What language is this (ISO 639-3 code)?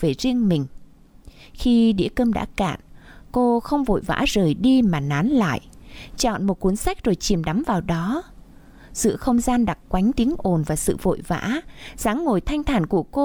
vie